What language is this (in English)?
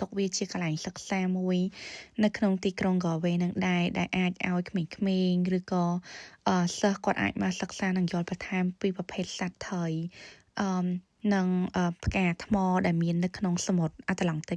Khmer